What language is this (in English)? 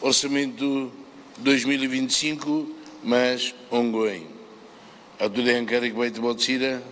Tetum